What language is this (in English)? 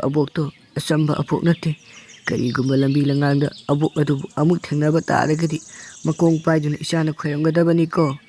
Manipuri